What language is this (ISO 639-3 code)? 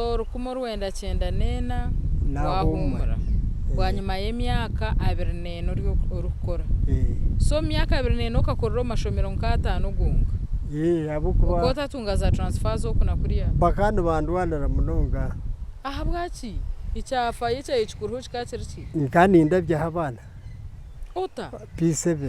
nyn